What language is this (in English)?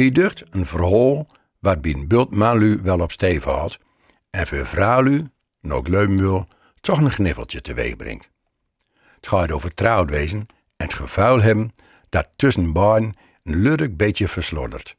Gronings